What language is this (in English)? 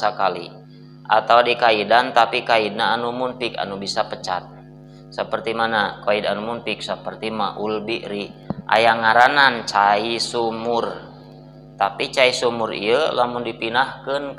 Sundanese